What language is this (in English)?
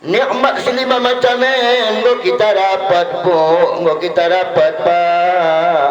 Batak Dairi